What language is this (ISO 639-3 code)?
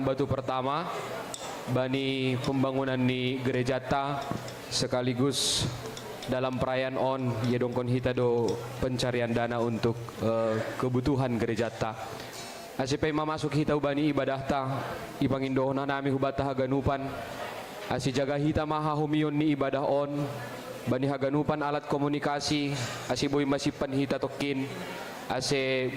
bts